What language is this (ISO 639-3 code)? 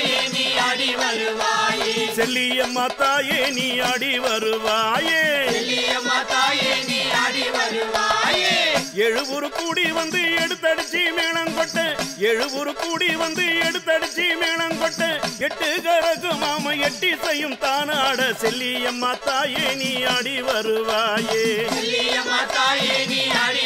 tam